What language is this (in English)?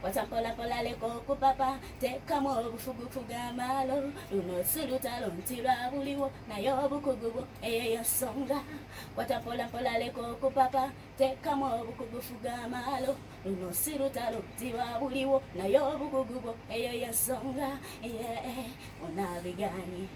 Ganda